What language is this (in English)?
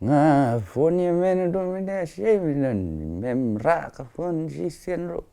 Khasi